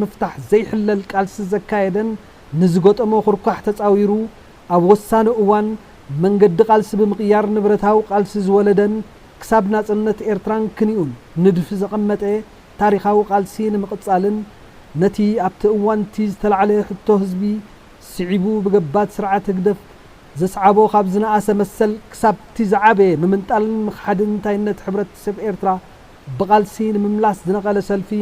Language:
Tigrinya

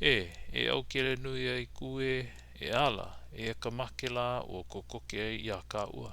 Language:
Hawaiian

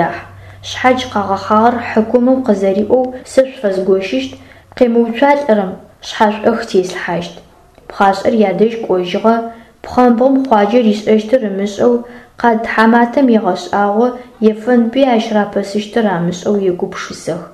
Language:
Adyghe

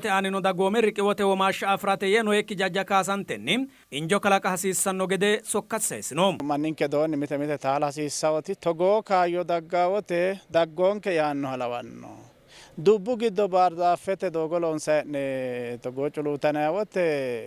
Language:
Sidamo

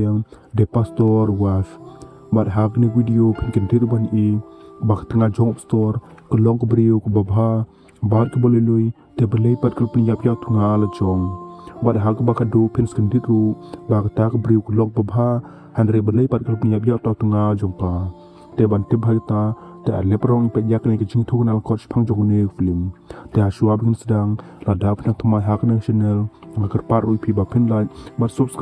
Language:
Khasi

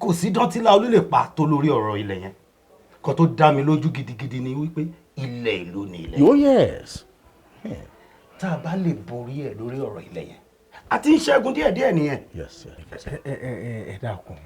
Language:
Yoruba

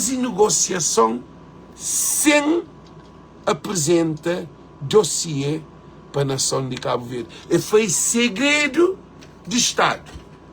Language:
Kabuverdianu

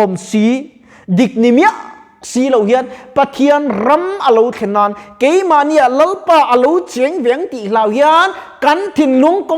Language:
Mizo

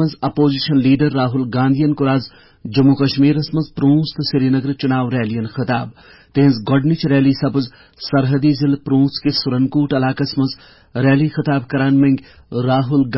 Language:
Kashmiri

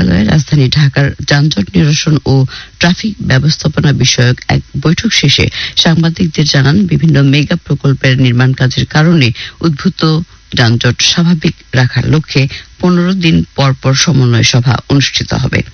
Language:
Bangla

